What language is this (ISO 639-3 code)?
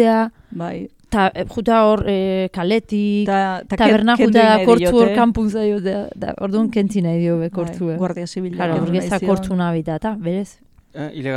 eus